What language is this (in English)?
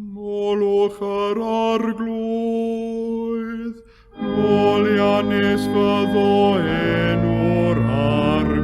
Welsh